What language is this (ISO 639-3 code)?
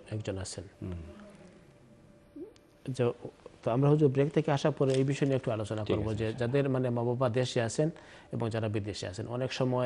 ben